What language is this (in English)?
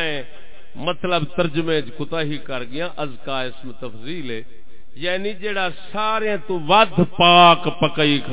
Saraiki